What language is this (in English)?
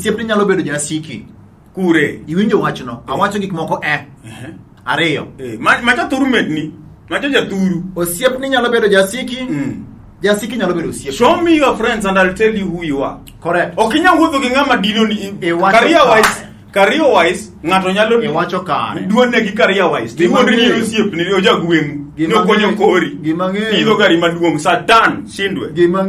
Luo (Kenya and Tanzania)